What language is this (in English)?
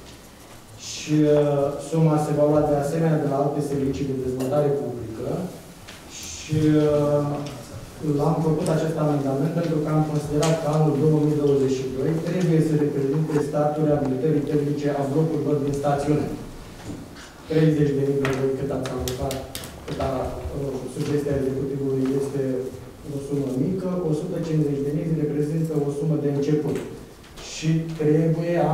Romanian